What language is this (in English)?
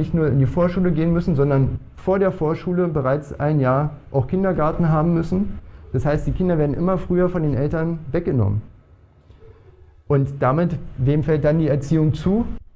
German